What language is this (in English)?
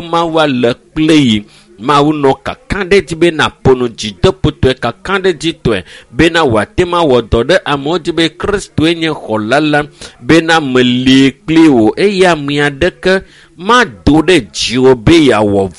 Ewe